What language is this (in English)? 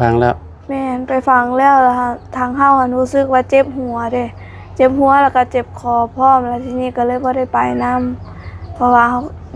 Lao